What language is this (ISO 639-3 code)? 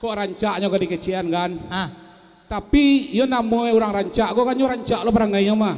min